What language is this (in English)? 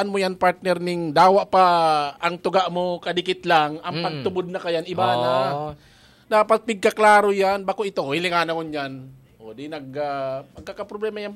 Bikol